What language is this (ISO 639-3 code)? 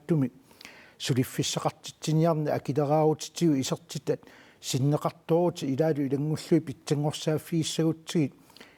kal